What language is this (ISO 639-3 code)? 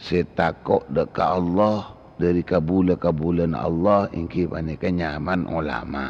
mad